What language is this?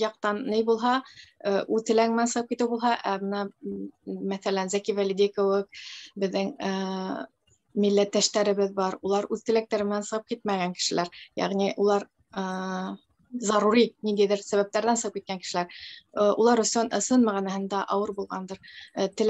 Bashkir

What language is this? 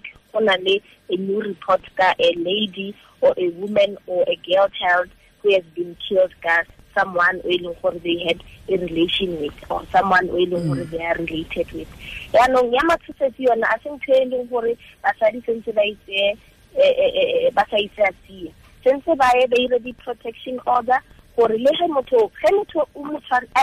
Tswana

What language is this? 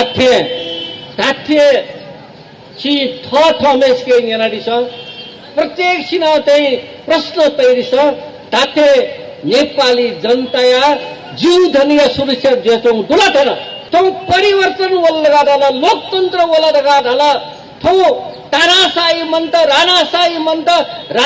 Newari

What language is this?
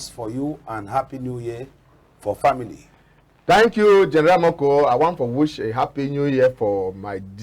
Cameroon Pidgin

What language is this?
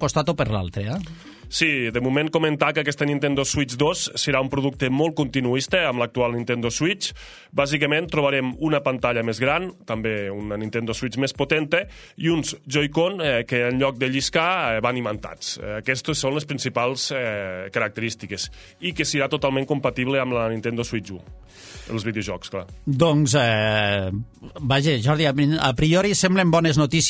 Catalan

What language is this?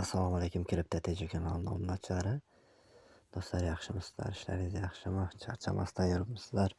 Uzbek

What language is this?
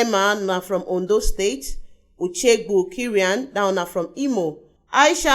Nigerian Pidgin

